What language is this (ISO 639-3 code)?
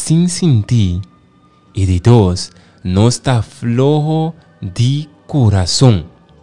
pap